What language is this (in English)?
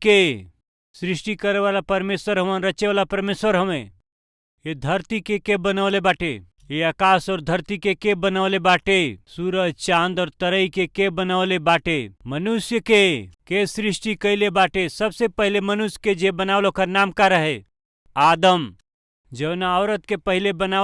Bhojpuri